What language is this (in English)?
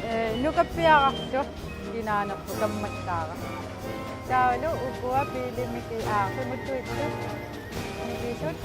Kalaallisut